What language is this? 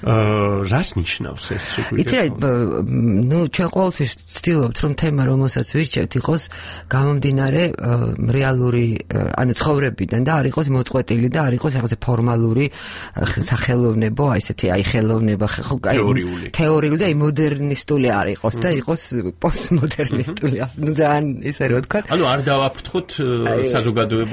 Georgian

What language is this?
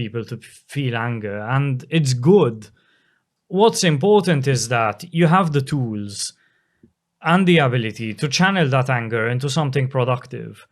English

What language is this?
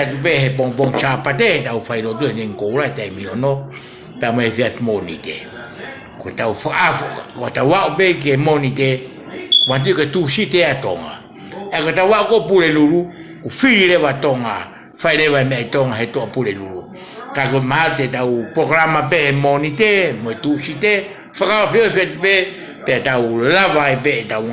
Tongan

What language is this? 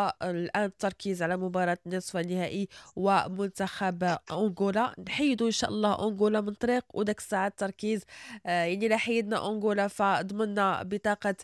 Moroccan Arabic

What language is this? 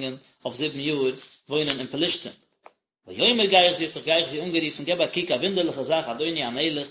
Yiddish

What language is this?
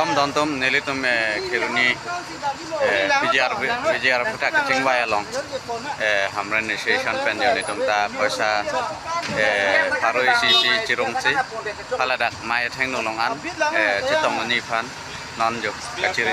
Karbi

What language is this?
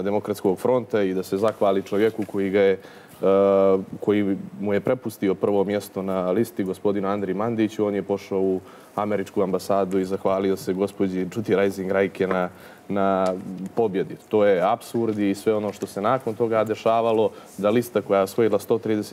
Serbian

